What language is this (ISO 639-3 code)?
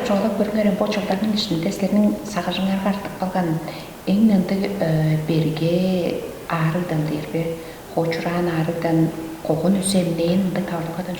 tyv